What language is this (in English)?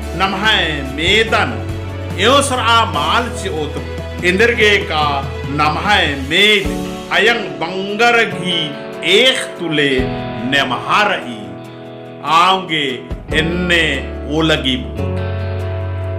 Kurukh